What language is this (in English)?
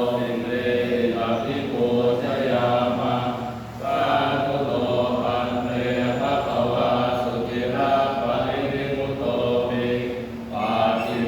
Pali